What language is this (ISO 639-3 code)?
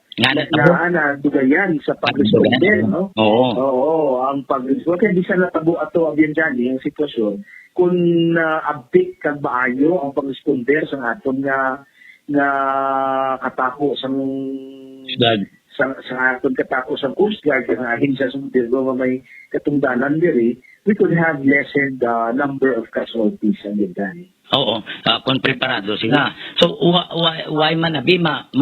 hil